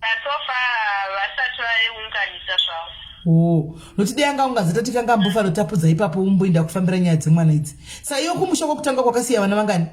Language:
Shona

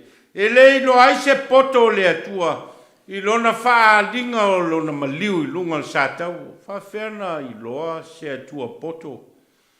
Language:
Samoan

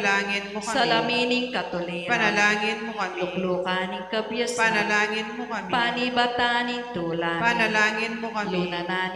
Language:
Pampanga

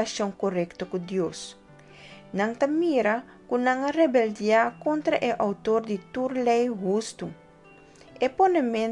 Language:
Papiamento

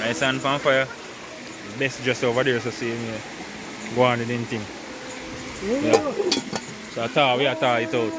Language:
Jamaican Creole English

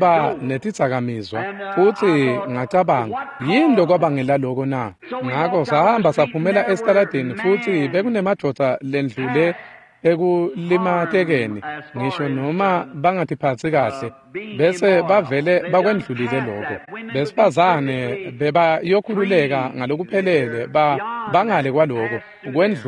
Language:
Swati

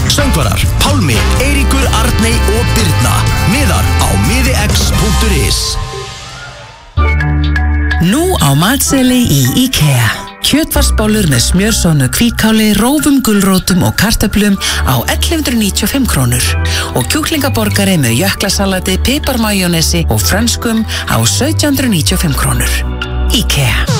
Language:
Icelandic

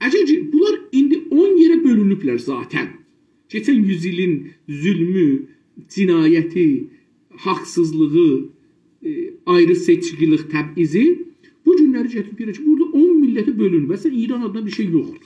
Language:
South Azerbaijani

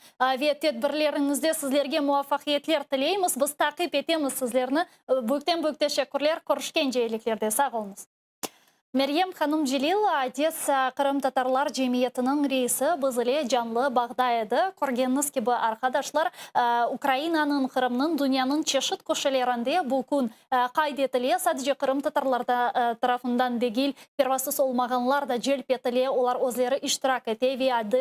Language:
Crimean Tatar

